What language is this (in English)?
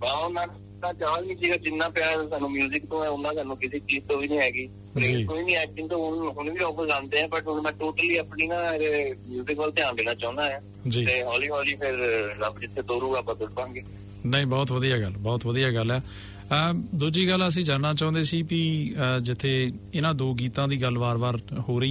Punjabi